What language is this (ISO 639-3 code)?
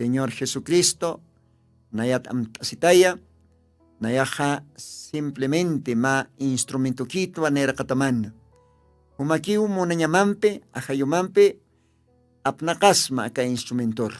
aym